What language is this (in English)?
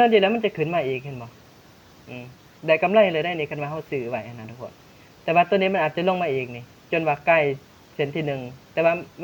Lao